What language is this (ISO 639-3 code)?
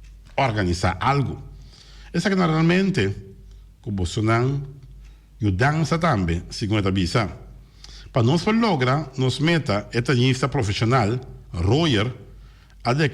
pap